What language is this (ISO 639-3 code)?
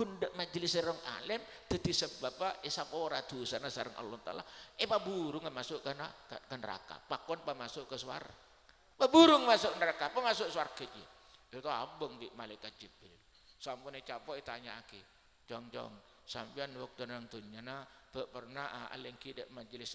mad